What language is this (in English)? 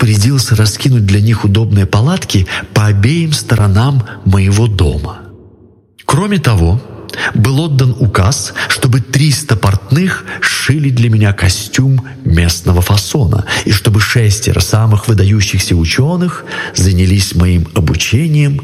Russian